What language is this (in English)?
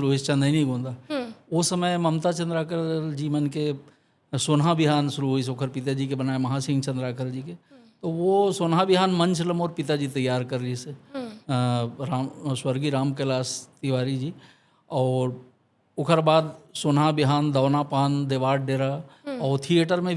Chhattisgarhi